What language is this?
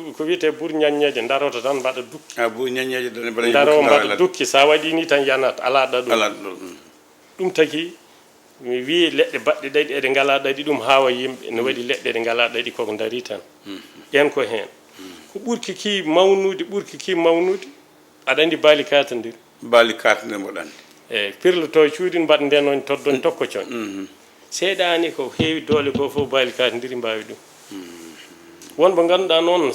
Fula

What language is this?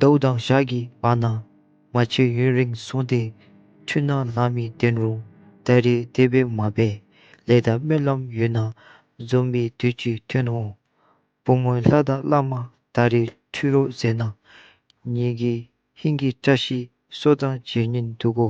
Dzongkha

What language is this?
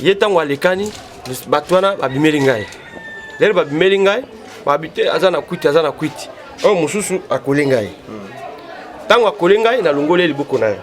Lingala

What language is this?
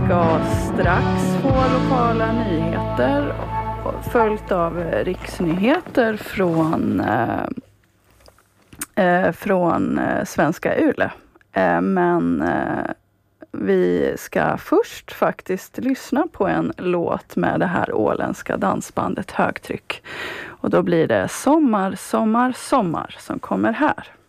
Swedish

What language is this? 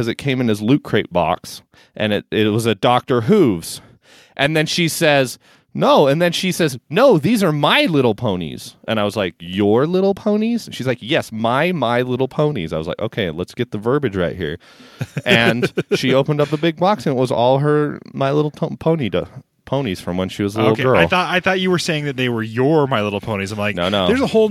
English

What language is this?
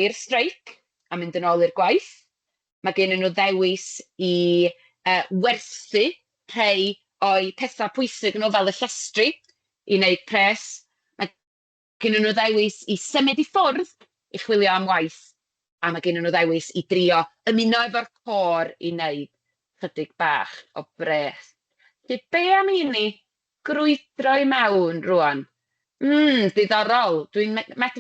Welsh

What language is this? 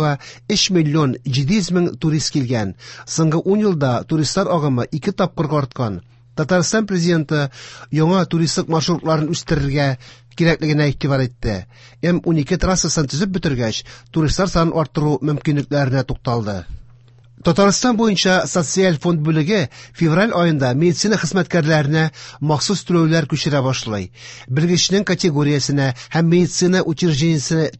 Tatar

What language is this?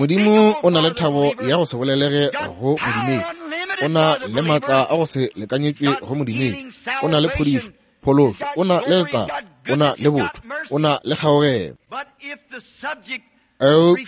Northern Sotho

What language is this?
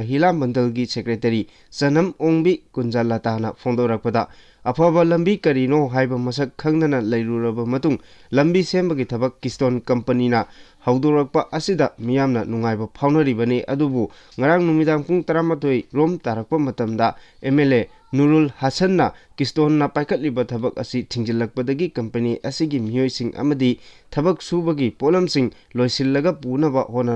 Manipuri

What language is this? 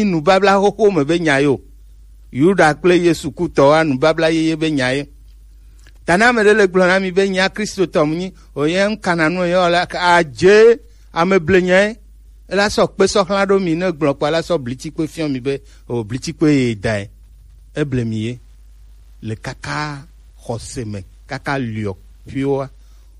Gen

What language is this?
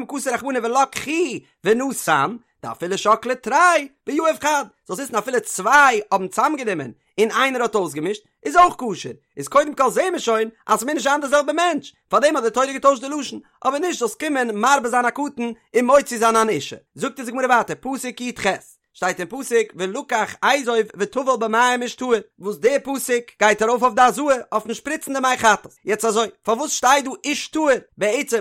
Yiddish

